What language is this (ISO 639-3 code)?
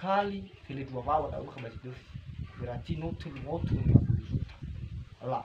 nia